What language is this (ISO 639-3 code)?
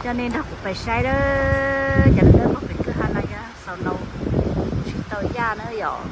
hmn